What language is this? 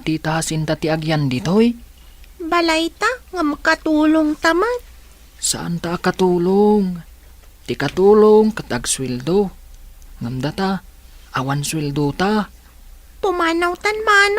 Iloko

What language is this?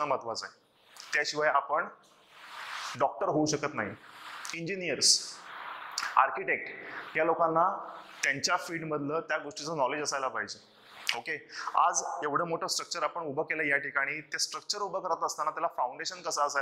Marathi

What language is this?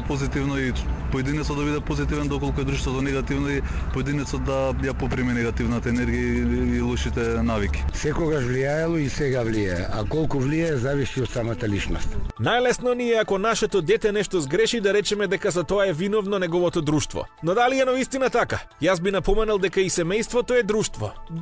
Macedonian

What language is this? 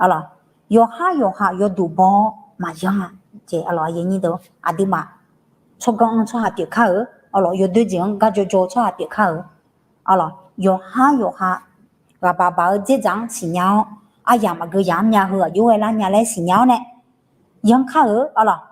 Akha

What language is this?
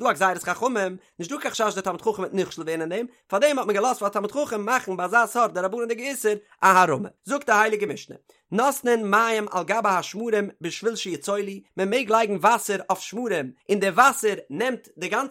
Yiddish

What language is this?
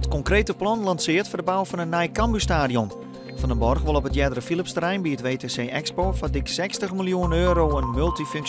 Western Frisian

